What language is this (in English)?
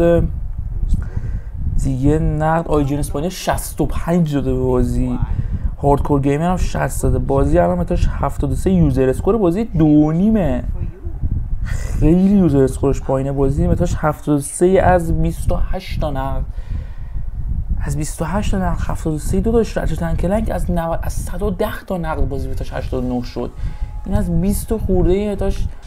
Persian